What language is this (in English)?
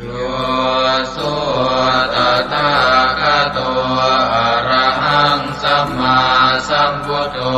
Pali